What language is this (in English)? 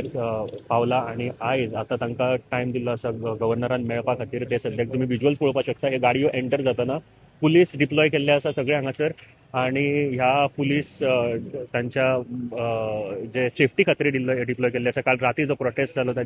Konkani